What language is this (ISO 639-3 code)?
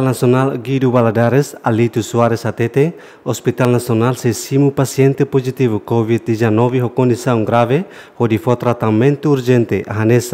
tet